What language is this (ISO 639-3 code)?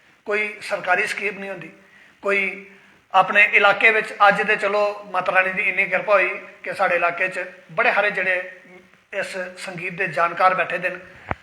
doi